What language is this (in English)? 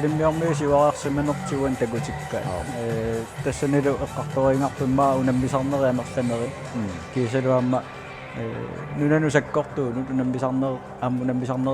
Kalaallisut